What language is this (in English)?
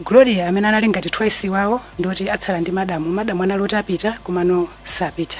Nyanja